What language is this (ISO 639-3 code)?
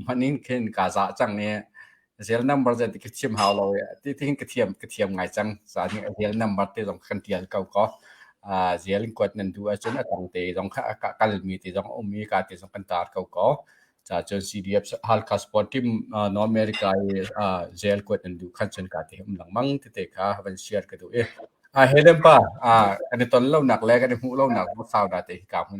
cnh